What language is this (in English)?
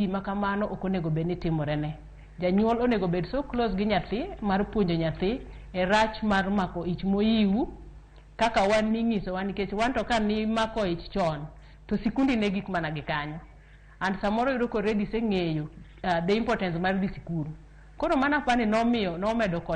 Luo (Kenya and Tanzania)